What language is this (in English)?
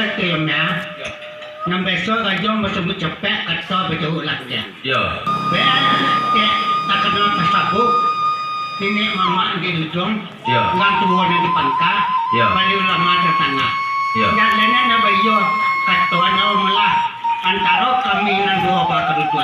Minangkabau